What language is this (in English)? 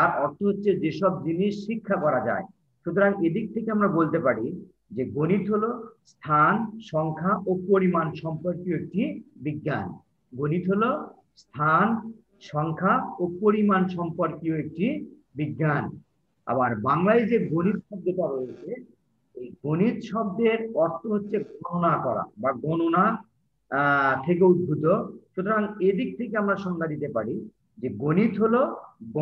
Bangla